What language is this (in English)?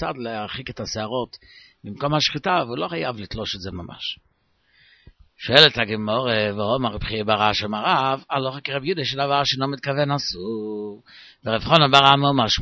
Hebrew